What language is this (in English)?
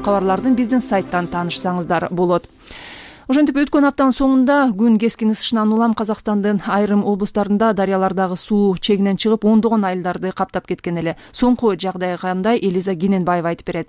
Kyrgyz